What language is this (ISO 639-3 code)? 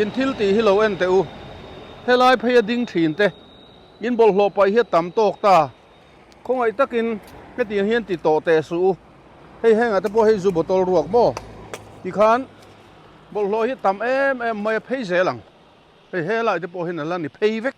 lus